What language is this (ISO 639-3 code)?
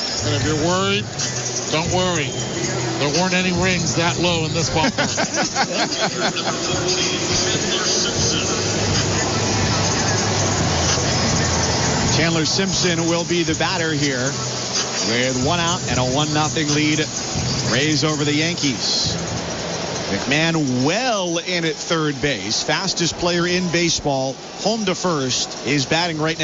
eng